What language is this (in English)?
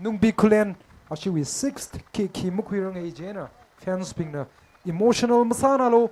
Tangkhul Naga (India)